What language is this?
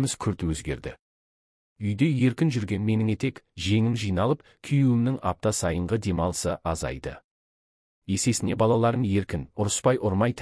Kazakh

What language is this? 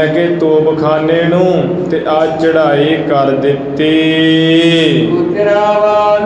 Punjabi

